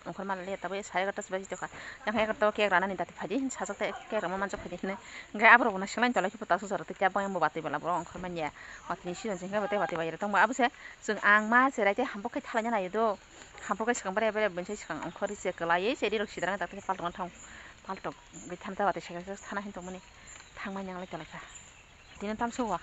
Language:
Kok Borok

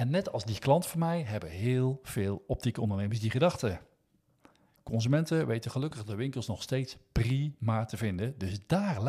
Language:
Dutch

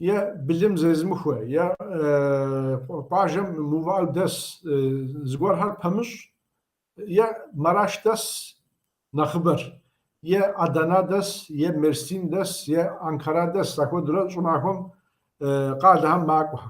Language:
Kabardian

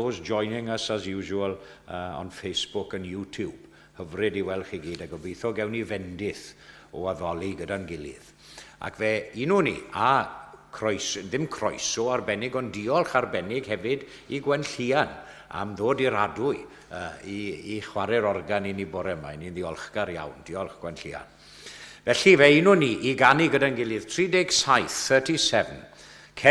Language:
Welsh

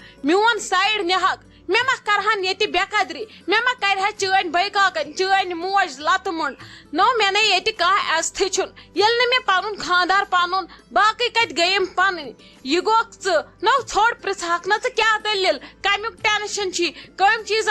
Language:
Kashmiri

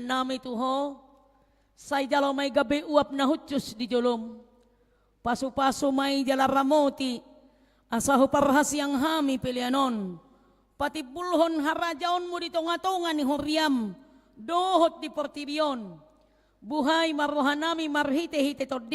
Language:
Batak Toba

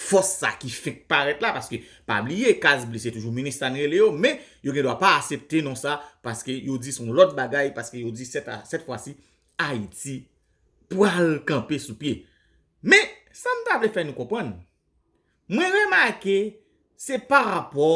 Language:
Haitian Creole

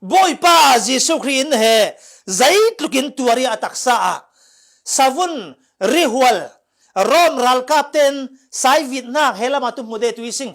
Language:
Falam Chin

